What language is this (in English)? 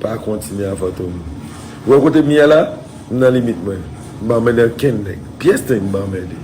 Haitian Creole